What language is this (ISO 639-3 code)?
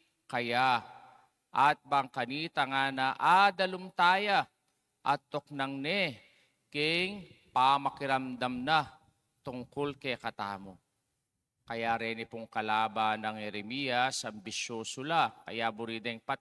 pam